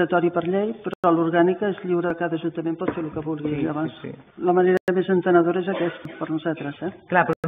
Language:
Catalan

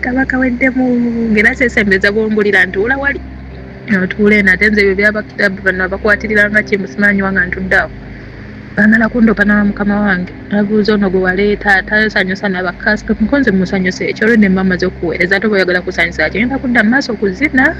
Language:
Ganda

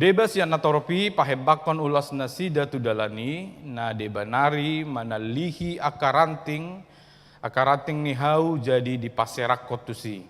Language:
Batak Toba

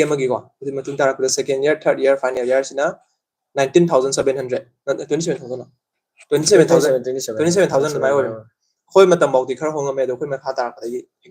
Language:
Manipuri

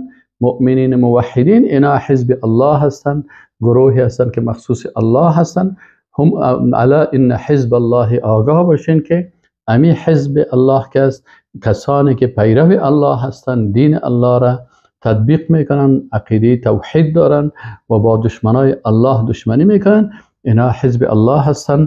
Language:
Persian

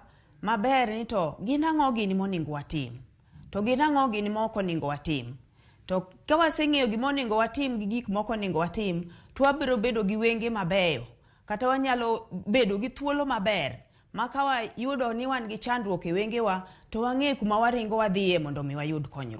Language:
Luo (Kenya and Tanzania)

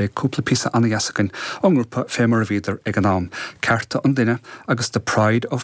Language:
Irish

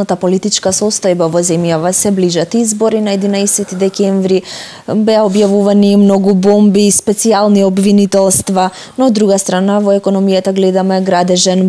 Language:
Macedonian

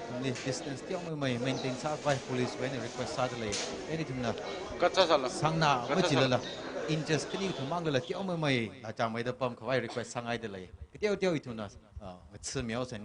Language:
Tangkhul Naga (India)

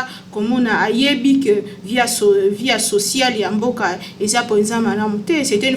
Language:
Lingala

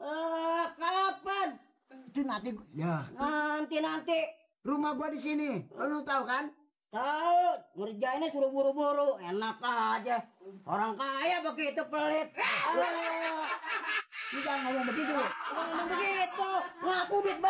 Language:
Betawi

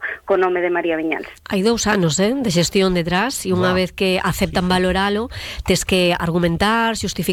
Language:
Galician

